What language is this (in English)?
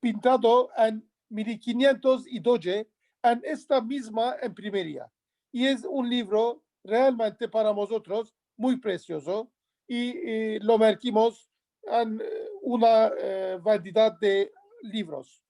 Ladino